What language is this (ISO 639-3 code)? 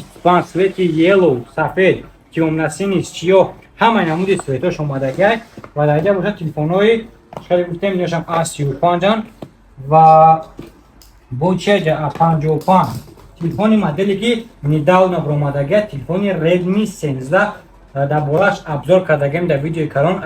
tgk